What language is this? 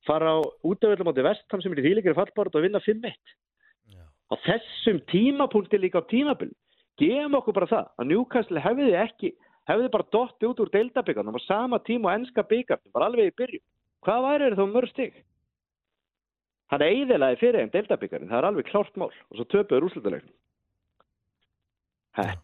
Icelandic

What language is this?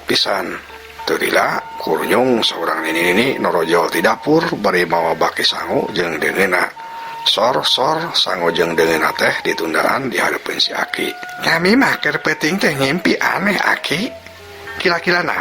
Sundanese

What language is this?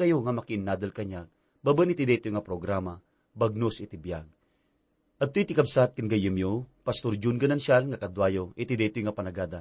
Iloko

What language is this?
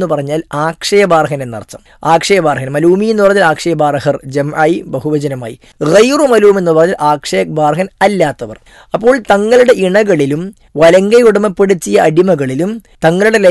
Malayalam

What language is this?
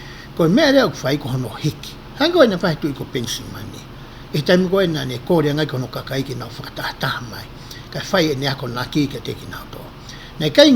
Tongan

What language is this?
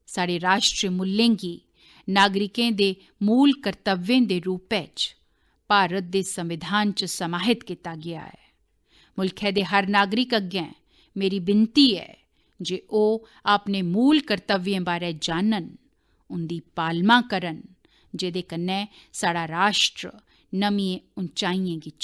Dogri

